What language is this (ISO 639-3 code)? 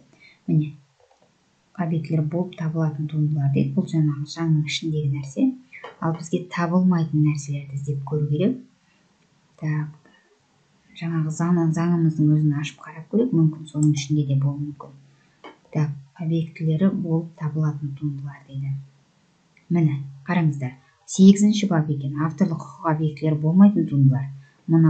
kaz